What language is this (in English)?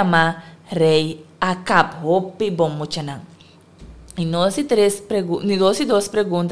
Papiamento